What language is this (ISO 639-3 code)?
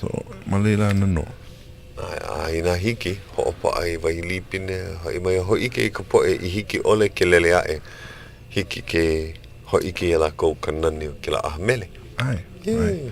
haw